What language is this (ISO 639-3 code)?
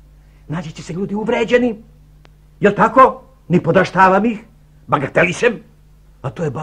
srp